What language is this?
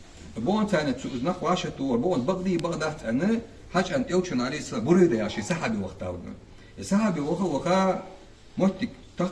Ingush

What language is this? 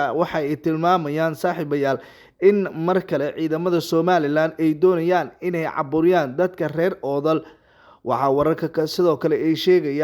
Somali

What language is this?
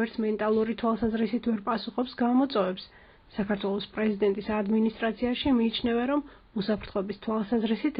Georgian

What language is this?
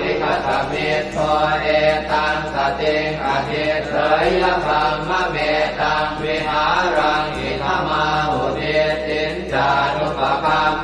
Pali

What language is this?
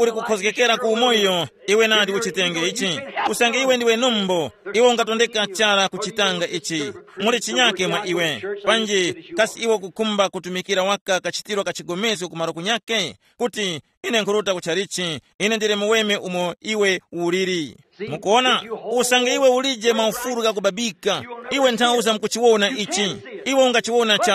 Tumbuka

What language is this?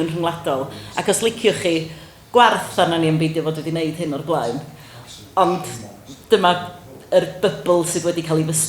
Welsh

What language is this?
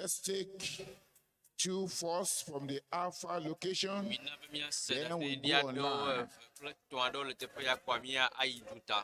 Ewe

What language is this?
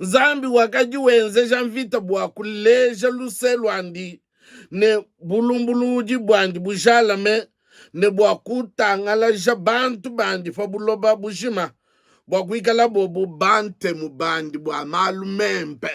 Luba-Lulua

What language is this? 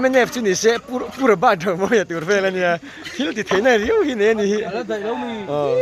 Mizo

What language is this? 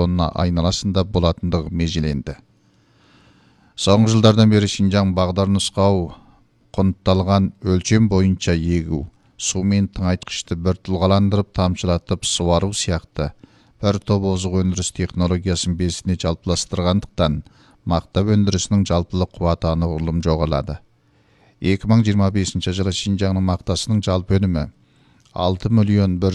Kazakh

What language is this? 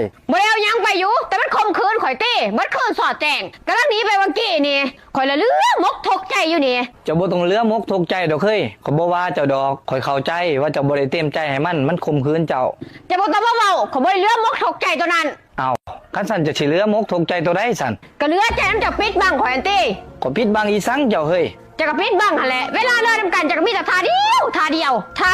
Lao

